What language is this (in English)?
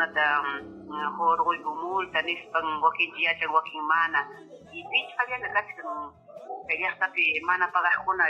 Ayacucho Quechua